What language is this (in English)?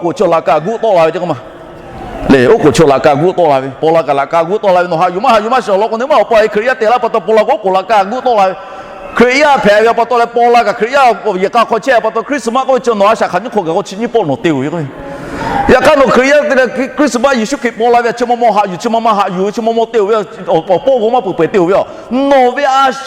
Lahu